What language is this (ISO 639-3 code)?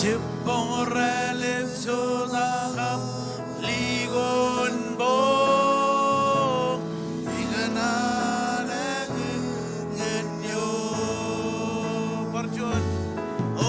mah